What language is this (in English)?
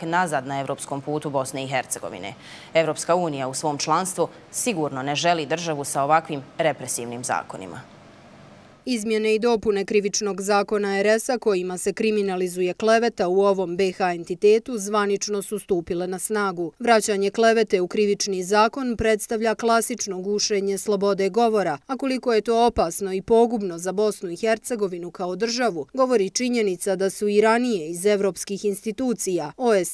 Bosnian